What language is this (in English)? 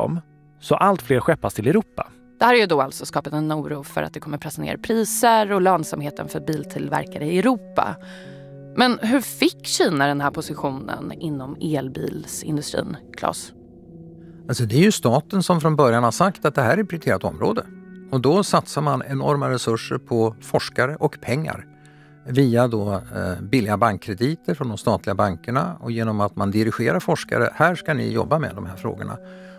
Swedish